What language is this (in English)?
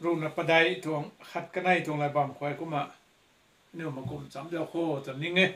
Rongmei Naga